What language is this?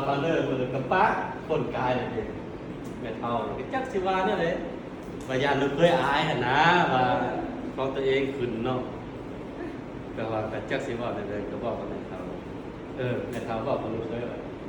Lao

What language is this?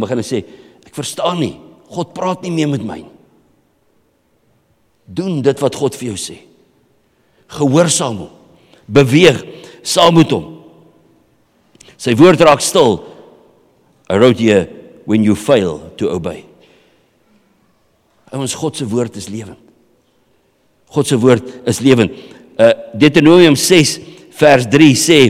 Afrikaans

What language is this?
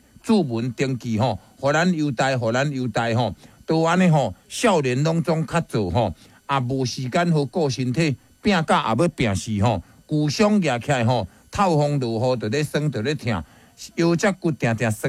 Min Nan Chinese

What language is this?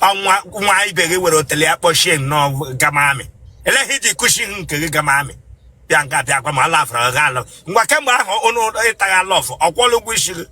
Igbo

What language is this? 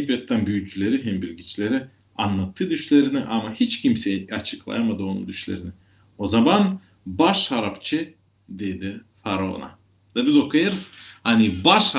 Gagauz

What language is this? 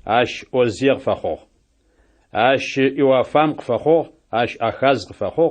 Adyghe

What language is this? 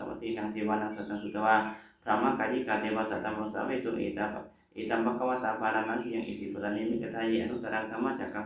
Pali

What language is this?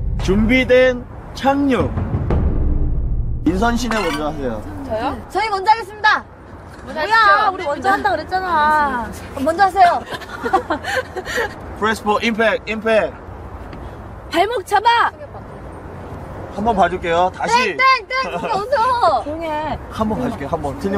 Korean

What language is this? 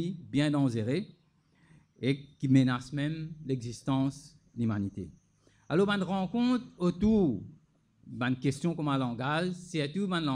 Morisyen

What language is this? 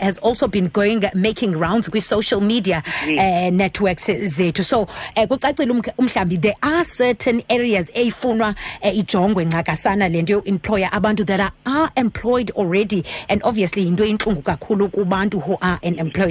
Xhosa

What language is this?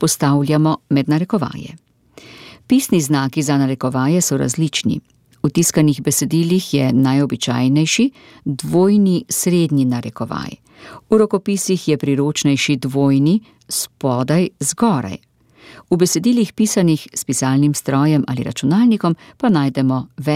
Slovenian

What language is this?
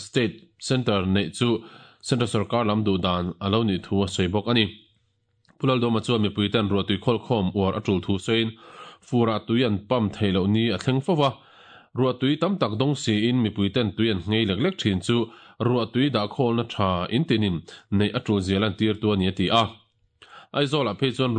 Mizo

